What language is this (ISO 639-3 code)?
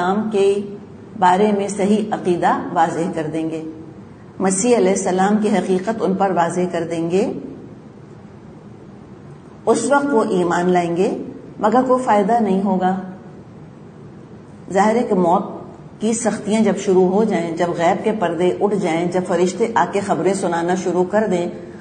urd